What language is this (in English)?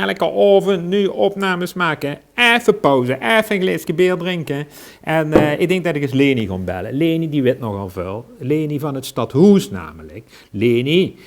Limburgish